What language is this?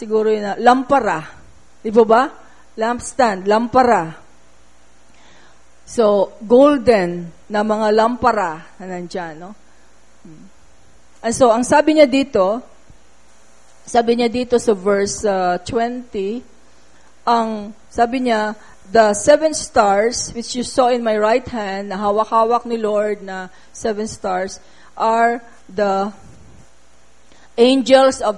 Filipino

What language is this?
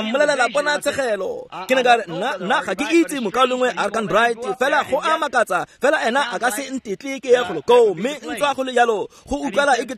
Tswana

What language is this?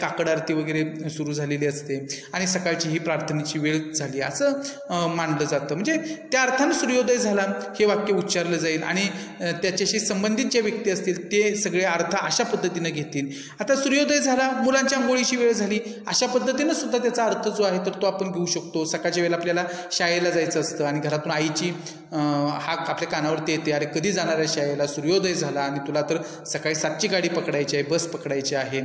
Marathi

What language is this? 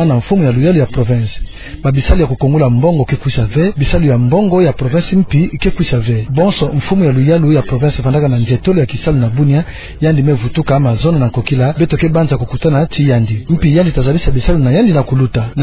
Kituba (Democratic Republic of Congo)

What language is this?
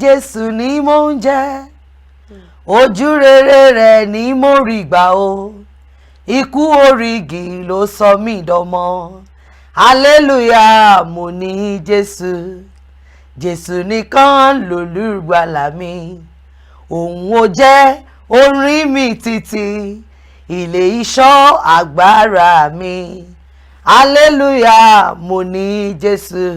Yoruba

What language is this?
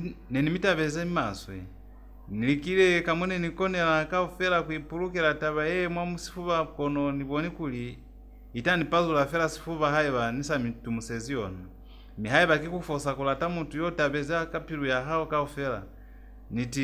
Lozi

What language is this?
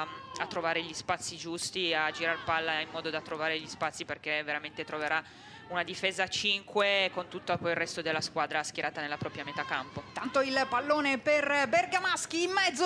Italian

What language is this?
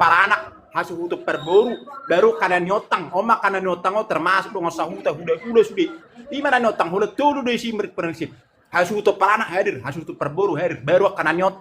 Batak Toba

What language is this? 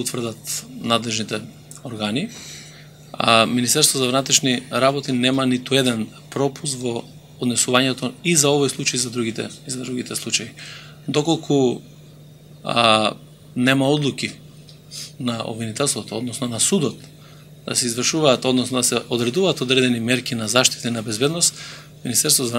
Macedonian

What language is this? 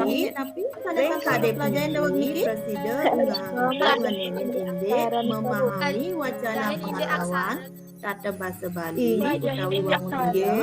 Balinese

